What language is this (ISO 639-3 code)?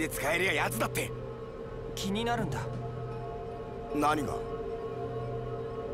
jpn